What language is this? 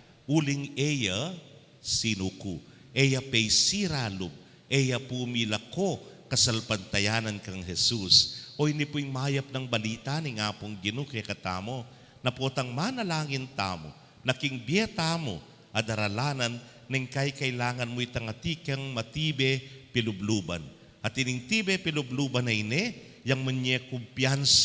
Pampanga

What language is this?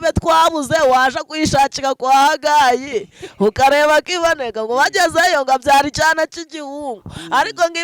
Kinyarwanda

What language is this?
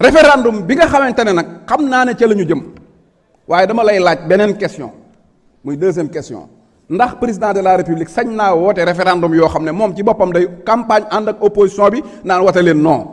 Wolof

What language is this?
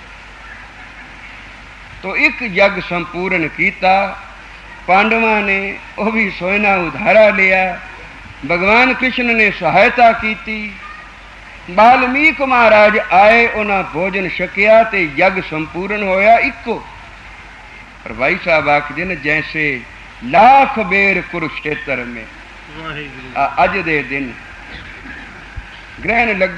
Punjabi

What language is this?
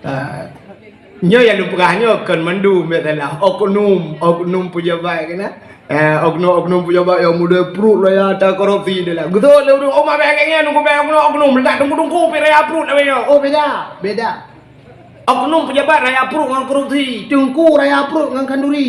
Achinese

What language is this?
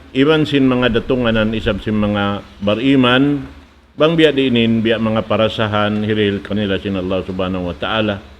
Tausug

